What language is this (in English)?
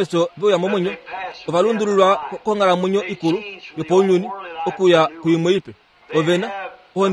Kuanyama